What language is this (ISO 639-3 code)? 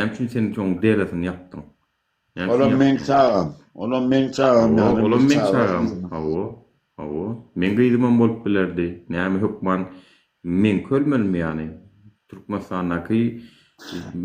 tuk